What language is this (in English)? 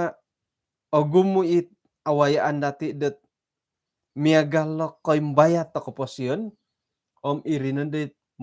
Central Dusun